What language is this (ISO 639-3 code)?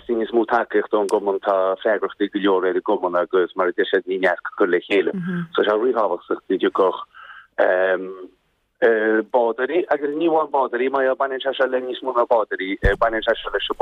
gle